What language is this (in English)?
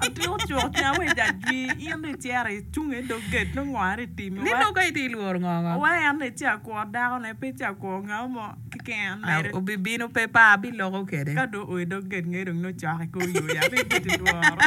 Acoli